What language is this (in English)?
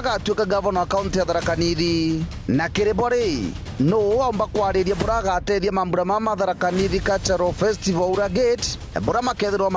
Meru